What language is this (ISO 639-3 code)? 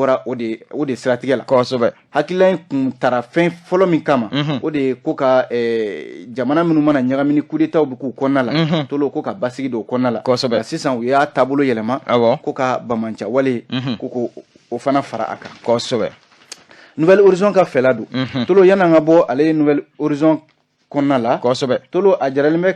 bam